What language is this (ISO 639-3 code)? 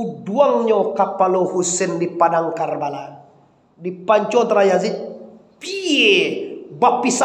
min